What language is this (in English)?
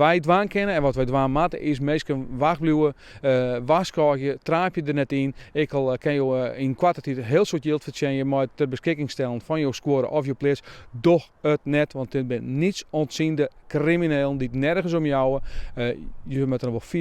Western Frisian